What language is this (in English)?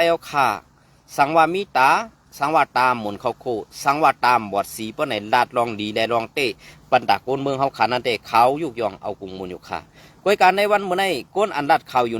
Shan